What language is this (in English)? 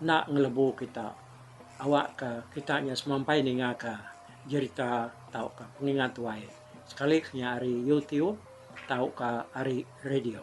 Iban